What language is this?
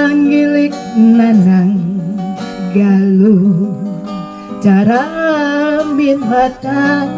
Banjar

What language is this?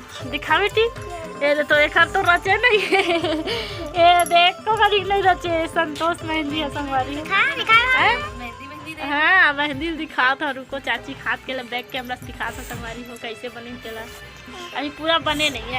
Chhattisgarhi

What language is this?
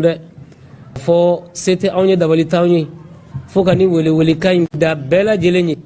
Bambara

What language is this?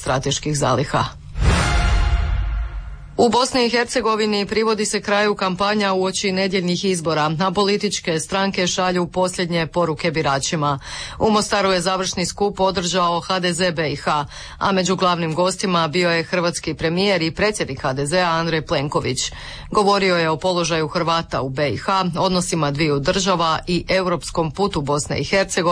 Croatian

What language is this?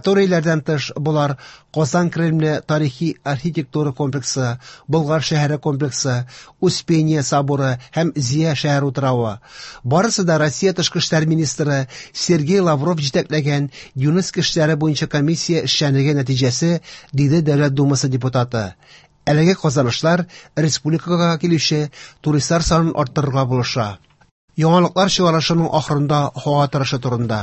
Tatar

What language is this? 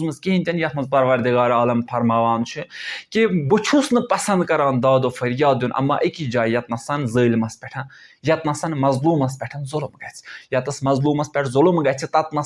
Kashmiri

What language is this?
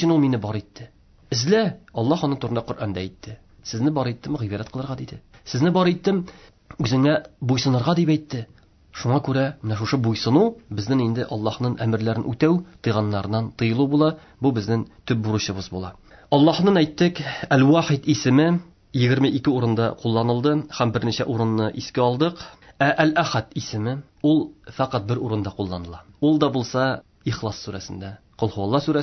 Tatar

